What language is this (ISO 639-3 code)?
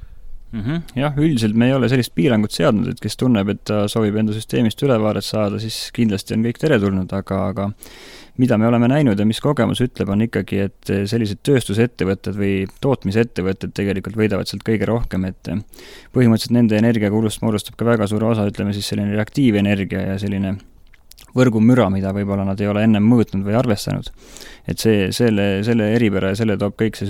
est